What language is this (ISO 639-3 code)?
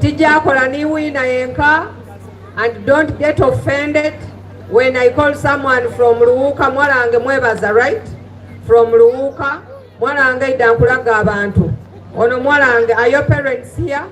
xog